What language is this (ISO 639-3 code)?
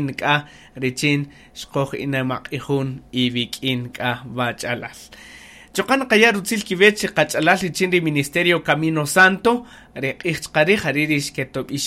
cak